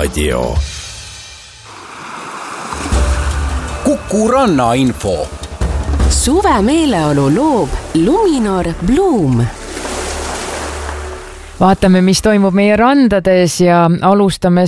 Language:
Estonian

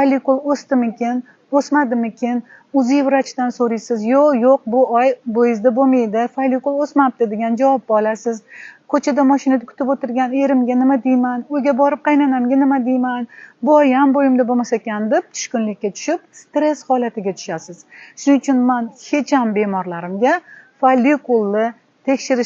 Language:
Uzbek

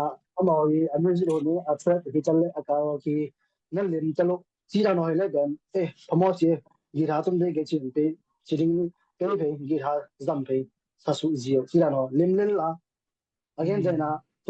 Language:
Tedim Chin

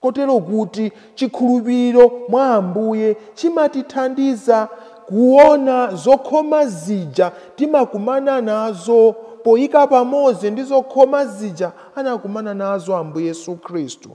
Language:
Nyanja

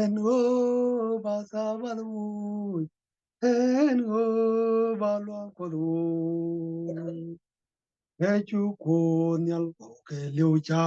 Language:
Nuer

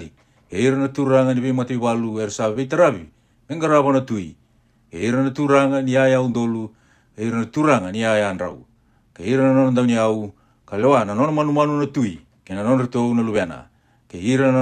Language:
Fijian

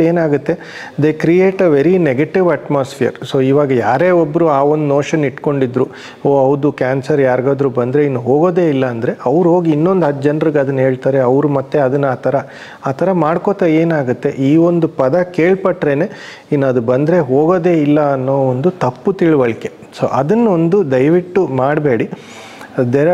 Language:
Kannada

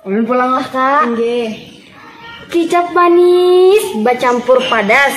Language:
Banjar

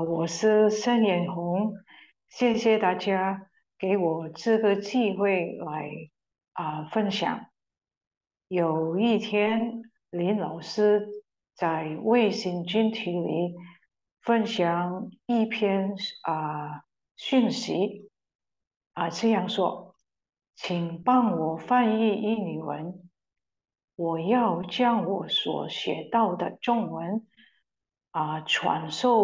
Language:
Chinese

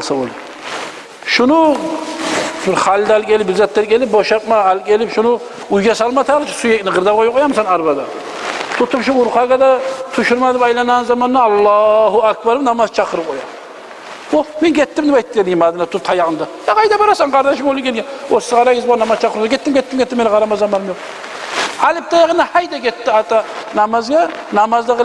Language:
Kumyk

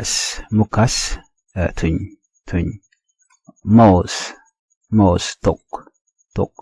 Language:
Nuer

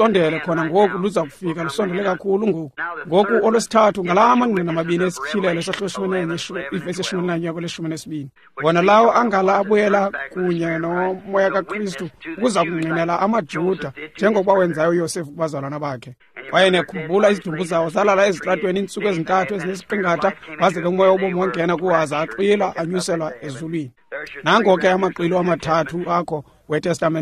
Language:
Xhosa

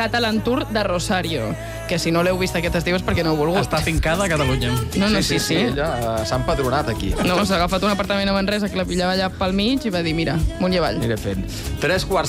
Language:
Catalan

